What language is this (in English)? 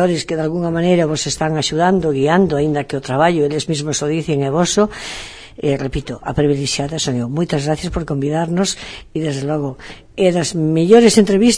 Galician